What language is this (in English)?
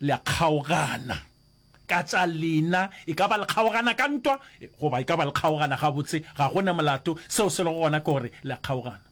Northern Sotho